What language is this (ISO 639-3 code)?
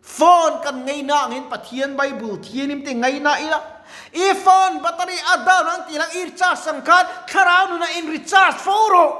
lus